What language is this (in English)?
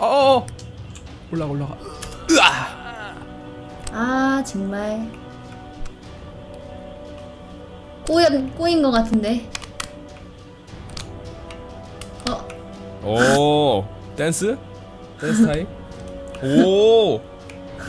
Korean